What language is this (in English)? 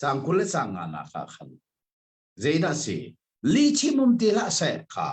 Hakha Chin